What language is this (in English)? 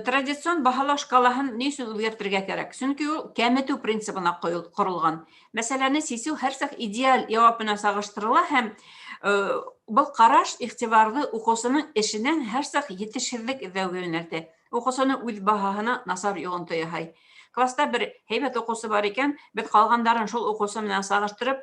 Bashkir